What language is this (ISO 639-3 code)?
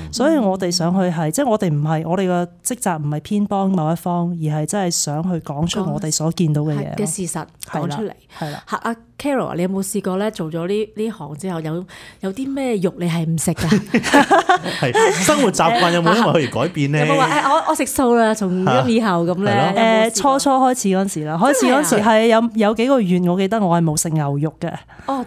yue